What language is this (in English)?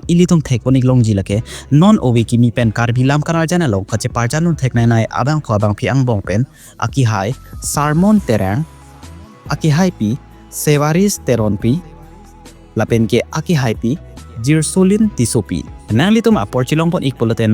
Karbi